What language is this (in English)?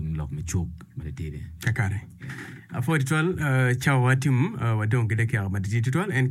Acoli